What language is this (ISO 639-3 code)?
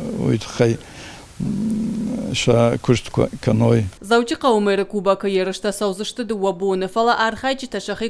oss